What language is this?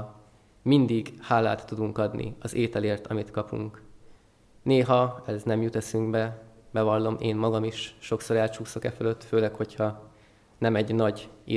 Hungarian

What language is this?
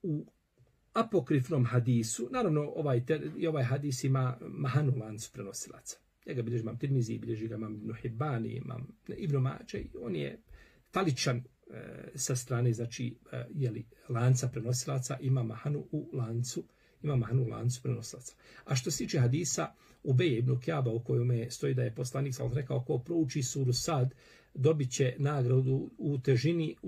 Bosnian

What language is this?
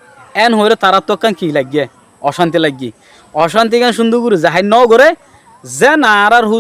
Rohingya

